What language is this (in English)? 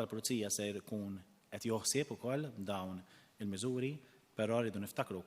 Maltese